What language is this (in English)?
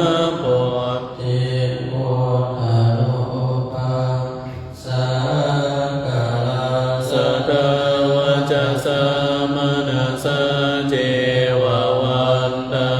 Pali